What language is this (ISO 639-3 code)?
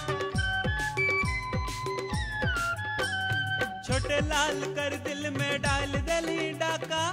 bho